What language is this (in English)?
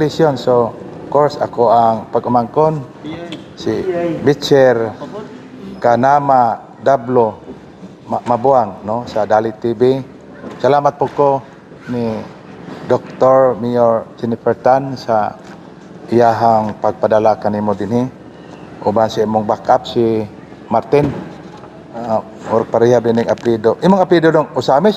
Cebuano